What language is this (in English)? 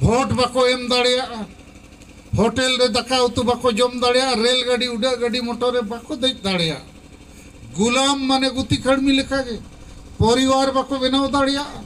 Santali